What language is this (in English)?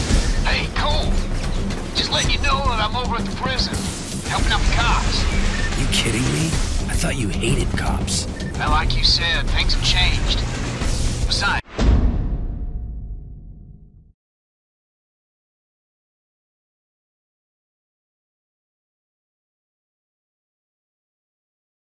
English